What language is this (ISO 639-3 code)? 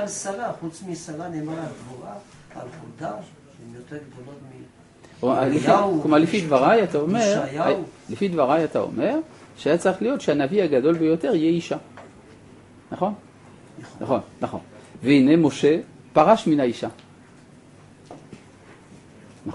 heb